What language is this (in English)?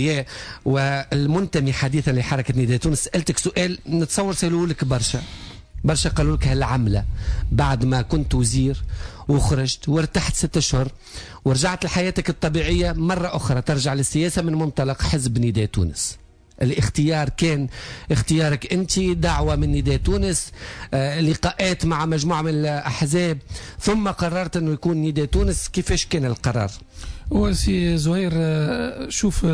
Tunisian Arabic